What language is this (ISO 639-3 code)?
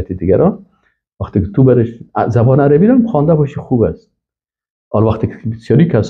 fas